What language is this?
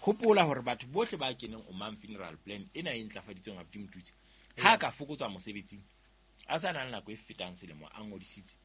Southern Sotho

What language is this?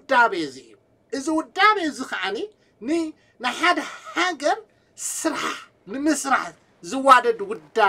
Tigrinya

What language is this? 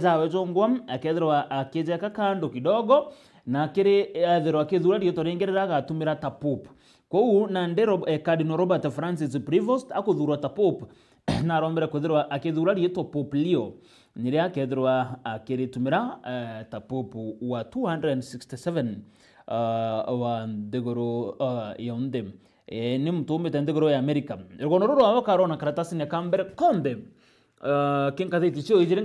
Meru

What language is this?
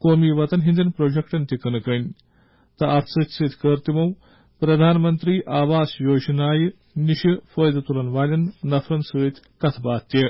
Kashmiri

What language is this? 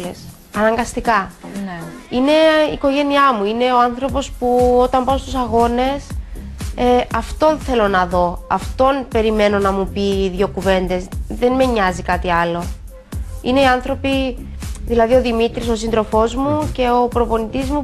Greek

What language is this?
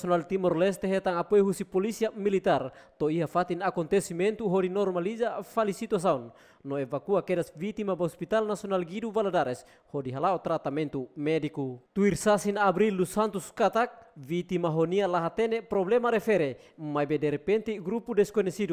Tetum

